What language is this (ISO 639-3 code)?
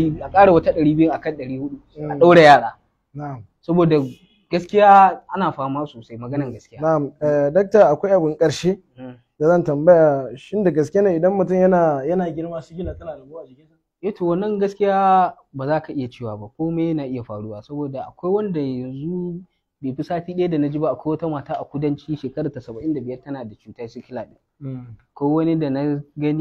hau